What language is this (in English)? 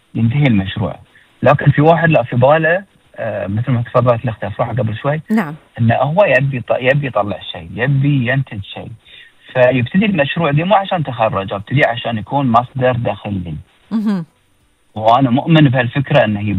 Gulf Arabic